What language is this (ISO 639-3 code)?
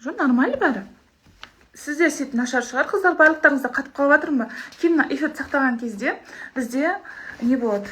kaz